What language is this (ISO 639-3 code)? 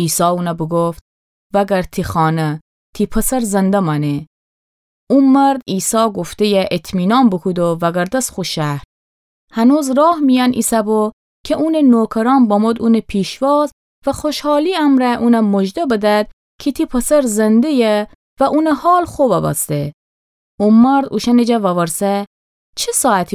glk